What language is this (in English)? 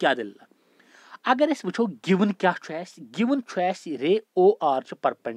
Kashmiri